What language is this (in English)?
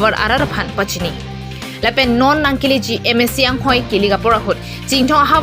Karbi